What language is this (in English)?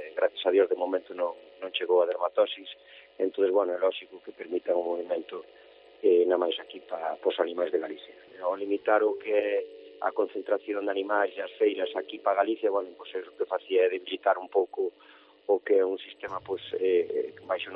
Galician